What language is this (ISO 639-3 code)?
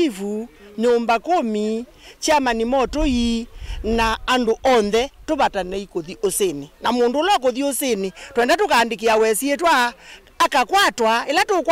kam